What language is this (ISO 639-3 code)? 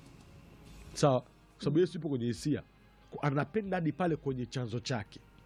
swa